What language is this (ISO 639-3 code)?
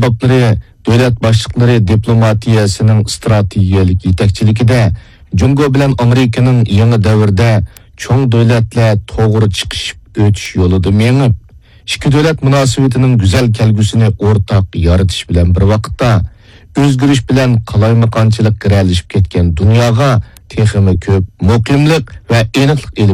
uig